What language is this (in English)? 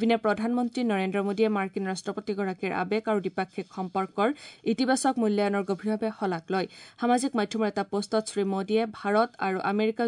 Assamese